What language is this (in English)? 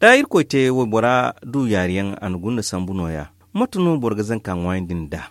Zarma